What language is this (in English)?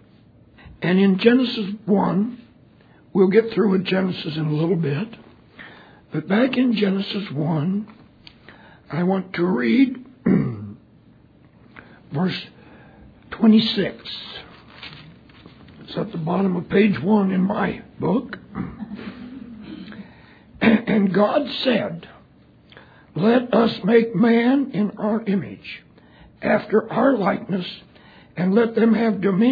English